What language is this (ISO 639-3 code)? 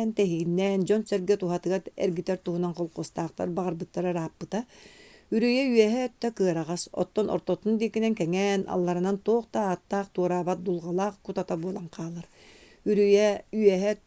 sah